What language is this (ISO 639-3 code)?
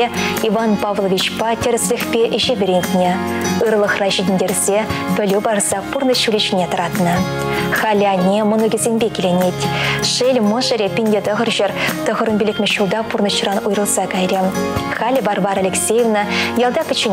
chv